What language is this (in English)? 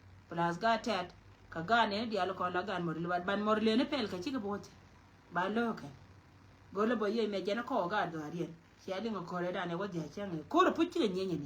Nuer